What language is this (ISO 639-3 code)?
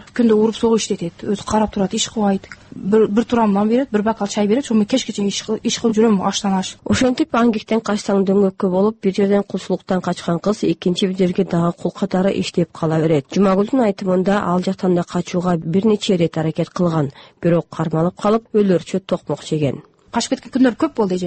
kir